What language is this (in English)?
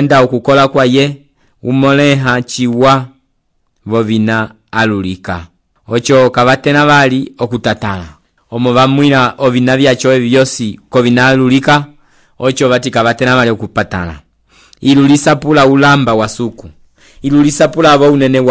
Umbundu